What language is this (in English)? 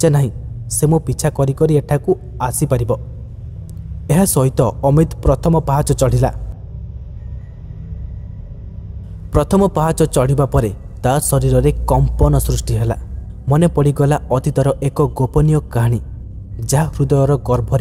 Odia